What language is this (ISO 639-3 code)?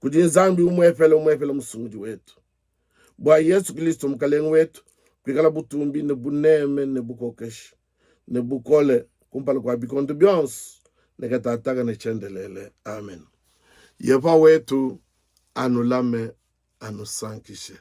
lua